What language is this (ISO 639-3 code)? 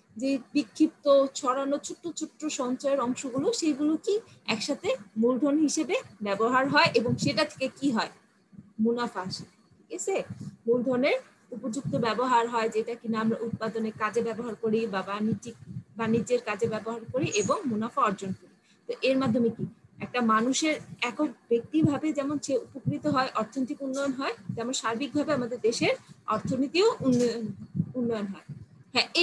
ben